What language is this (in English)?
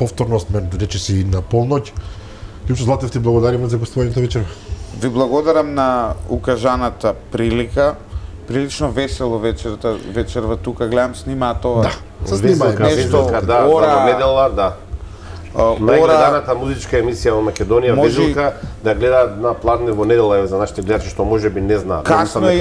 Macedonian